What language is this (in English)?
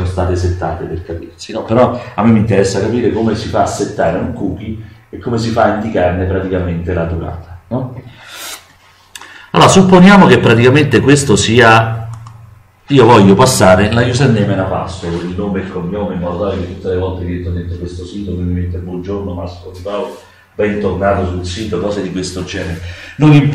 Italian